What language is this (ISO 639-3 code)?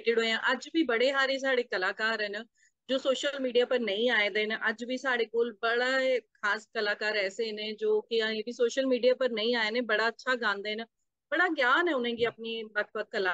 doi